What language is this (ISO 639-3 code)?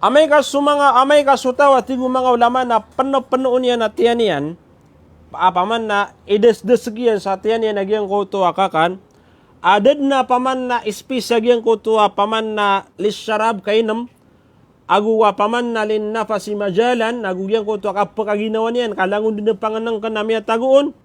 mrw